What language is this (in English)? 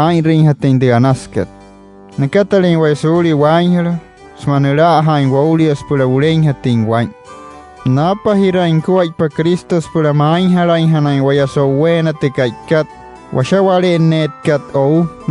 Wayuu